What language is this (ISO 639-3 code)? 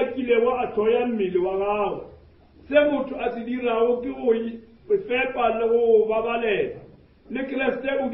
nso